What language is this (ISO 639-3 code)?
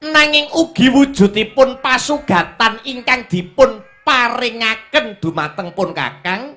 jav